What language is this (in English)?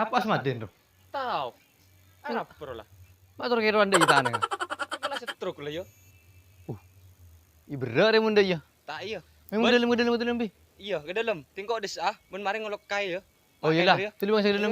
Madurese